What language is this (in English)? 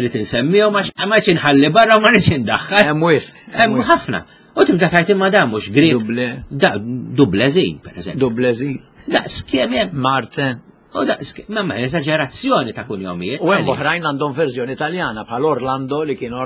Maltese